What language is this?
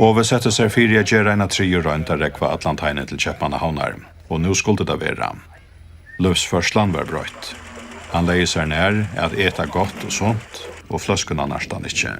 Faroese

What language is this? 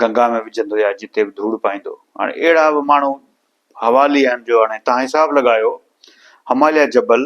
Sindhi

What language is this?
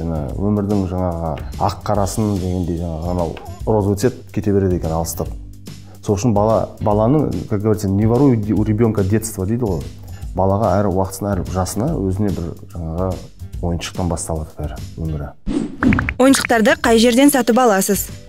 Kazakh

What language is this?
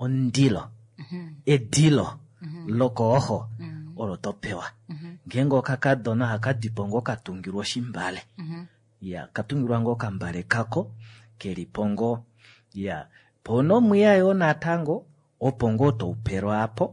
Kuanyama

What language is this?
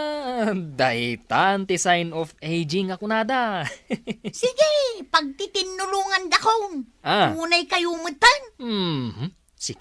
Iloko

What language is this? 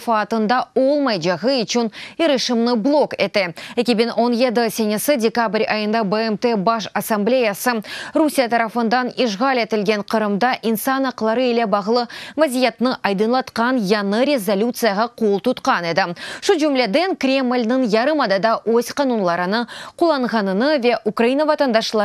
Crimean Tatar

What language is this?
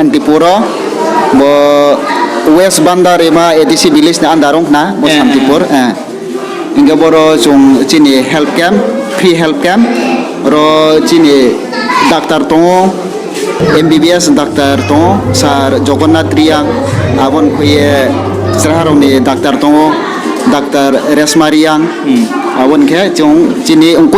Riang (India)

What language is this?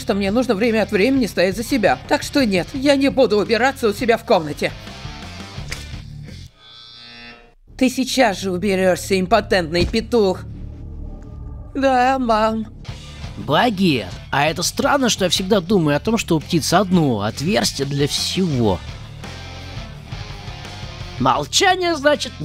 Russian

